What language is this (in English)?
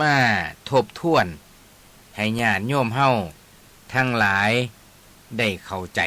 Northeastern Thai